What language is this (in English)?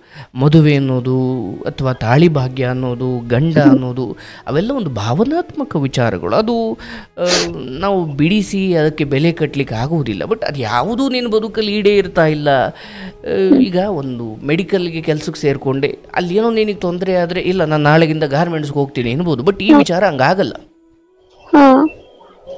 Kannada